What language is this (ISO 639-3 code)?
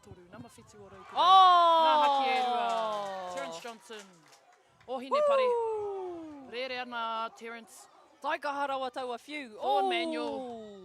mri